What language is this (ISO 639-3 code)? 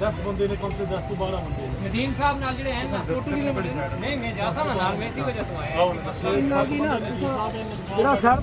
phr